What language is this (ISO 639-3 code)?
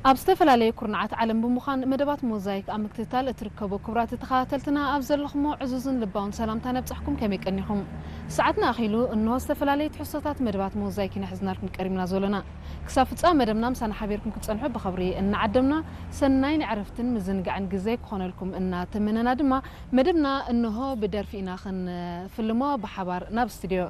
tir